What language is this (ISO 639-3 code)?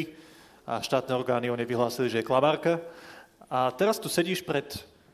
slk